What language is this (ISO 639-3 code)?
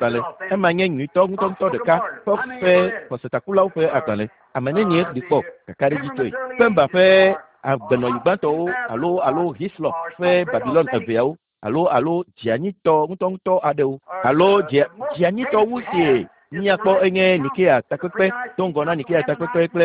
ewe